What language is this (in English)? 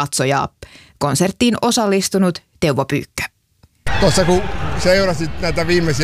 Finnish